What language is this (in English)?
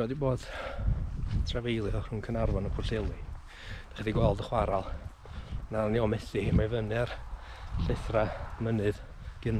Welsh